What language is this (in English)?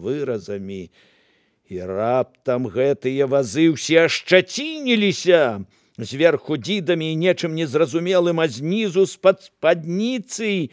Belarusian